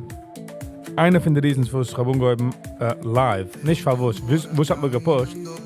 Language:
Yiddish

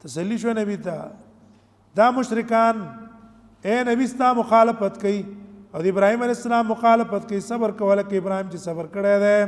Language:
Pashto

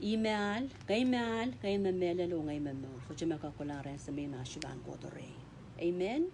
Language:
Pohnpeian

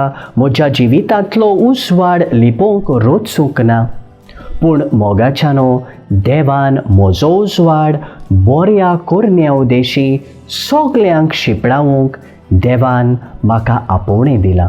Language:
Konkani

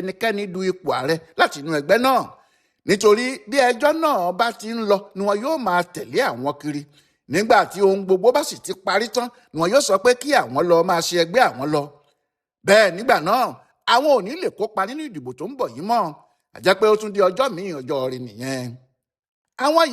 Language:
Yoruba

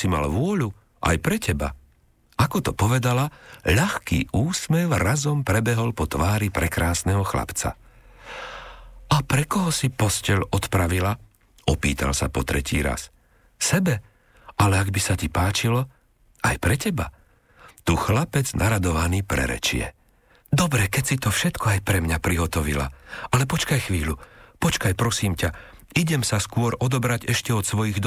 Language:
Slovak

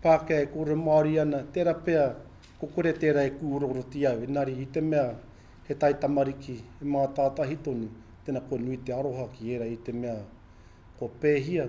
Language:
Māori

